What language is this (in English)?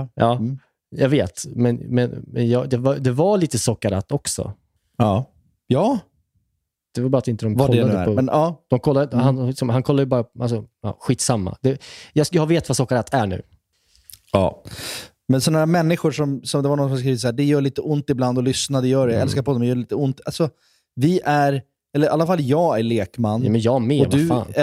Swedish